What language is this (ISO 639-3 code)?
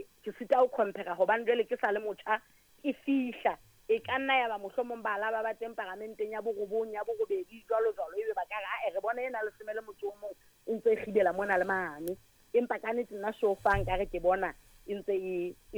sot